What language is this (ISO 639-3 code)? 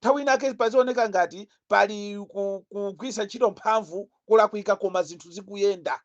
nya